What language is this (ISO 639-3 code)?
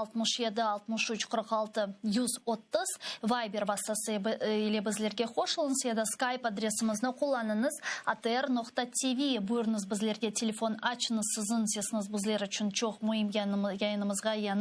crh